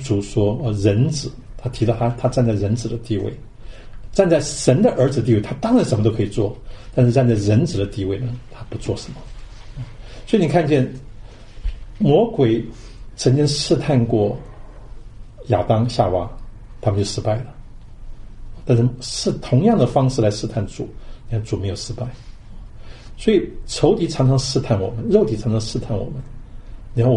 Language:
Chinese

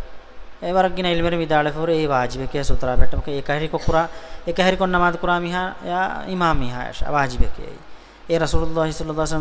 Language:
Divehi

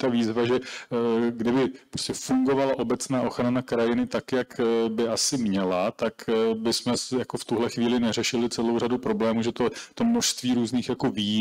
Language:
Czech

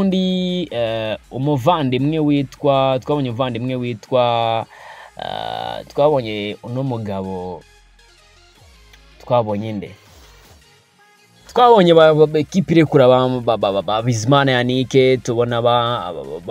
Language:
Kinyarwanda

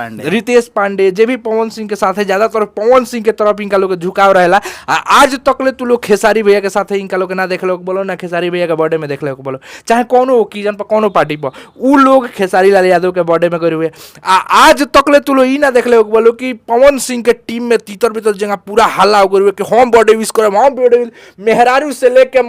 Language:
Bhojpuri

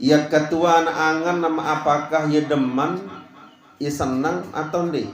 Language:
Sasak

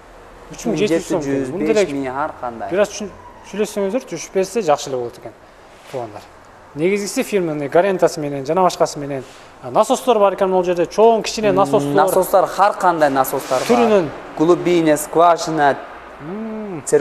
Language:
Kyrgyz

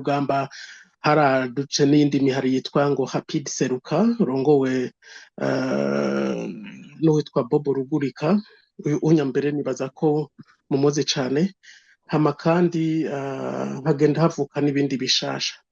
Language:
Rundi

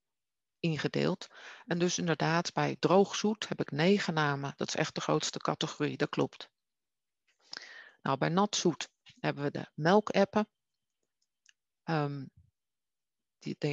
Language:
Dutch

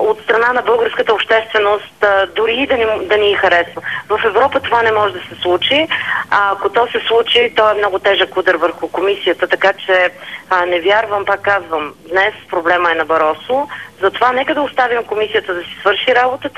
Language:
Bulgarian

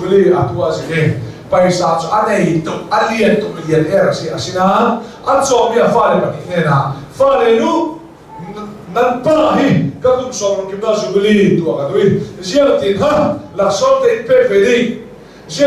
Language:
Hakha Chin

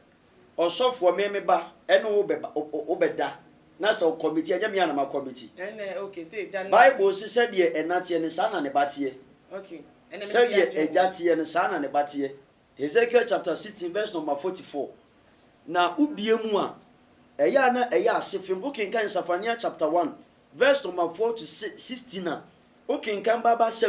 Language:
Akan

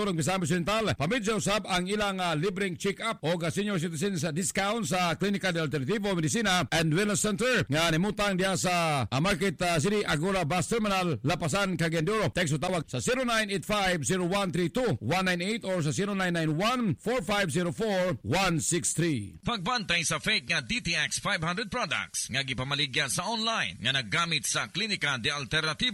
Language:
Cebuano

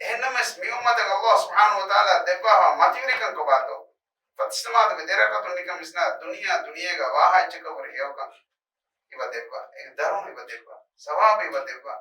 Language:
Divehi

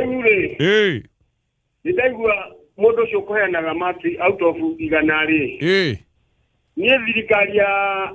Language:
Kikuyu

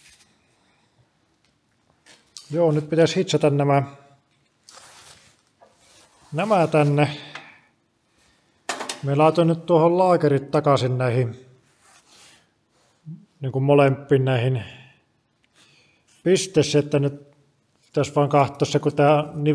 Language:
Finnish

